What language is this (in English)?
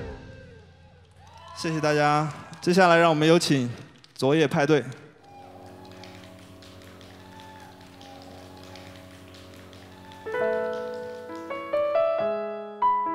Chinese